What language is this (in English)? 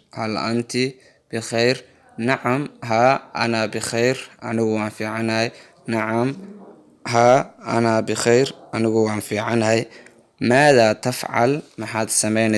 Somali